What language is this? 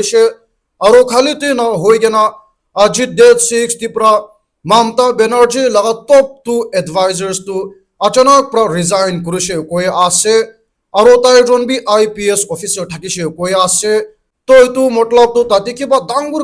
Naga Pidgin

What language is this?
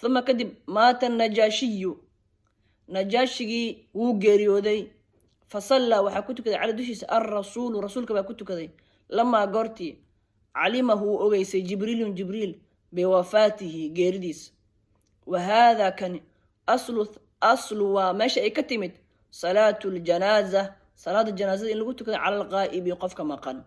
Somali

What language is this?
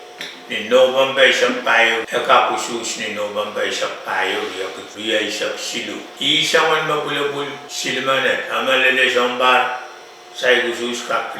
Pohnpeian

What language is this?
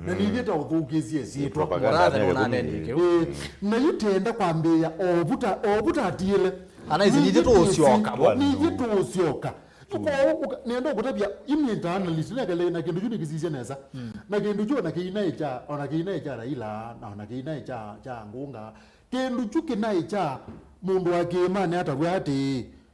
Kamba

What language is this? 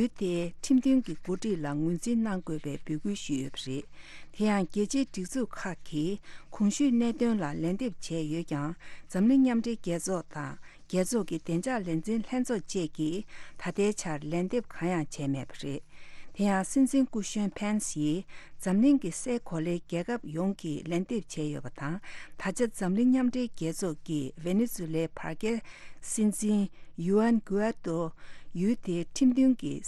Tibetan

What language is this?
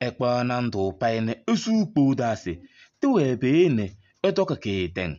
Kabiyè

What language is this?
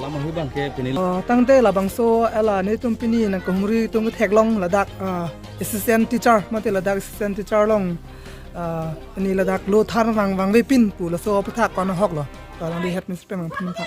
Karbi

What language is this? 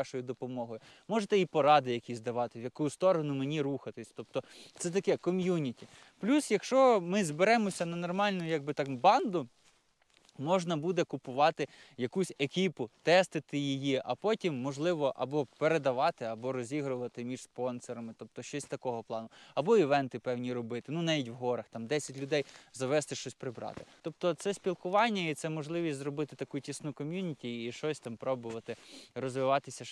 Ukrainian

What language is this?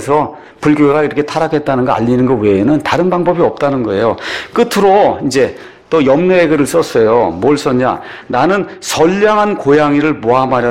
Korean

